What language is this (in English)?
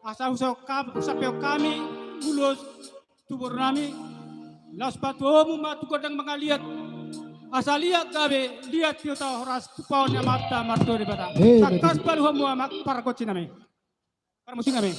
Batak Toba